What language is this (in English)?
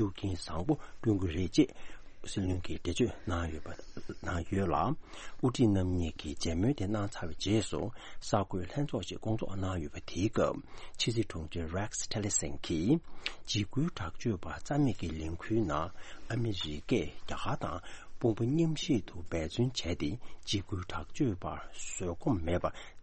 Tibetan